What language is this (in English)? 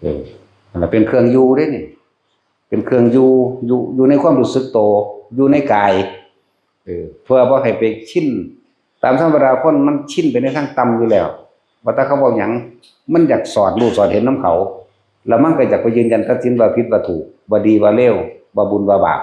Northeastern Thai